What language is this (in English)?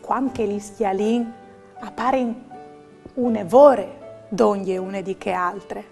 Friulian